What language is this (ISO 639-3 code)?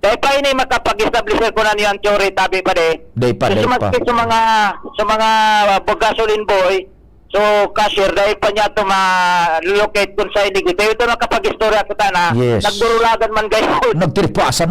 bik